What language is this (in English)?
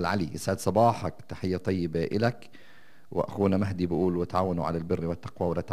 North Levantine Arabic